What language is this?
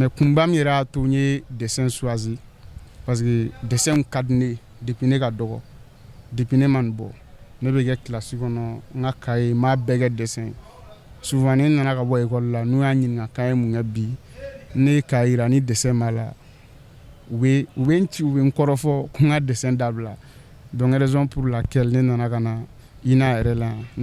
Bambara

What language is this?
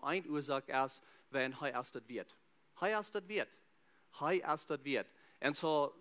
Plautdietsch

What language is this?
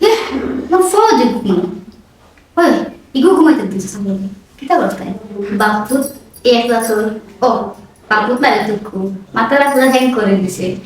Sylheti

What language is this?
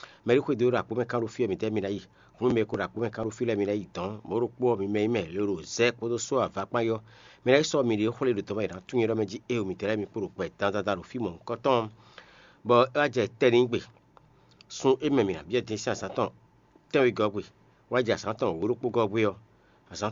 Fon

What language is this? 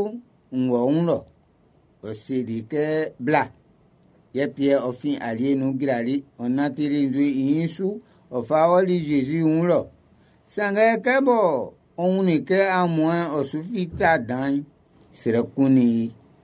Baoulé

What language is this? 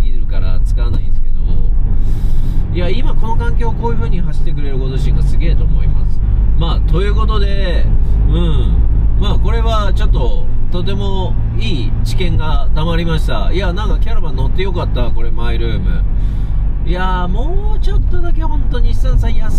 Japanese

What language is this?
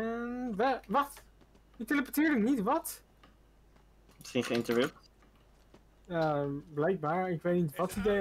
Dutch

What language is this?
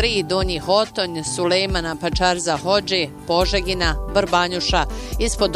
Bosnian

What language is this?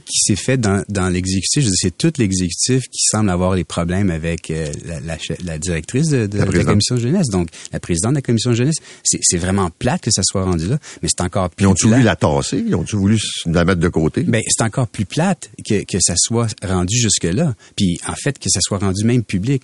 French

